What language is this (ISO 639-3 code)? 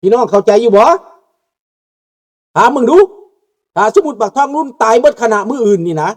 lao